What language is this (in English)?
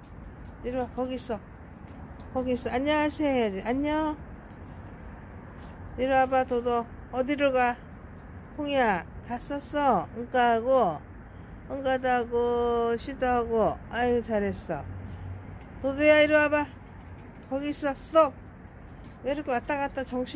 Korean